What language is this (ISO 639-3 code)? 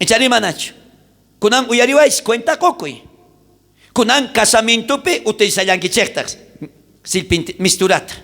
quh